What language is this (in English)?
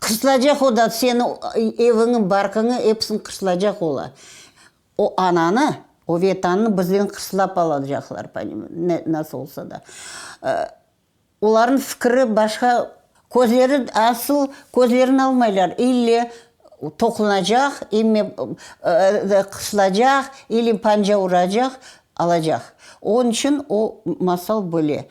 Crimean Tatar